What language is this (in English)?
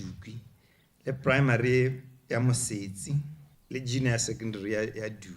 Tswana